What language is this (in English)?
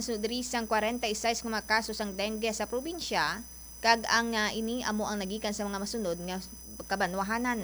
Hiligaynon